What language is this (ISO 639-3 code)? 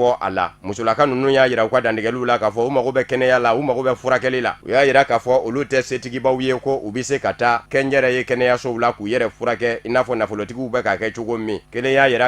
bam